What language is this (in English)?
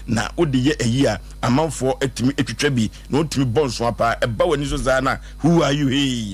Akan